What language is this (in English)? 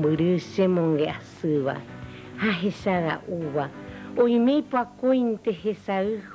Guarani